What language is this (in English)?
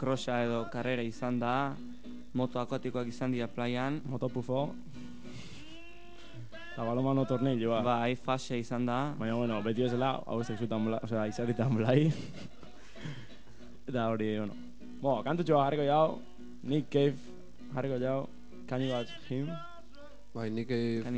Basque